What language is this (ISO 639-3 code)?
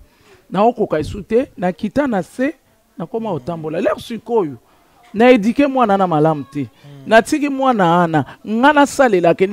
lin